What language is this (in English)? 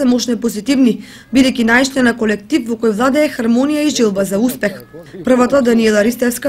Macedonian